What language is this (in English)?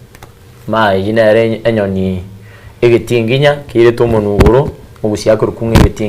Gusii